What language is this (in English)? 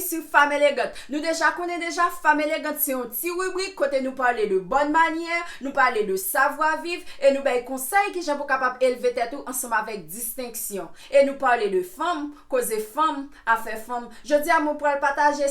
Haitian Creole